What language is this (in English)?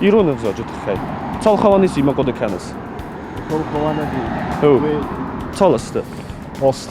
Ossetic